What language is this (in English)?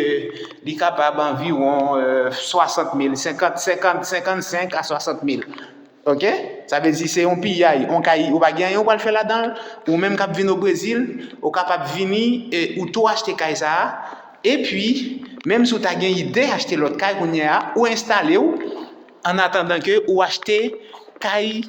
Haitian Creole